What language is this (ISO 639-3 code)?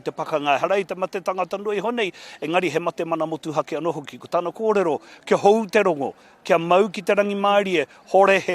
mri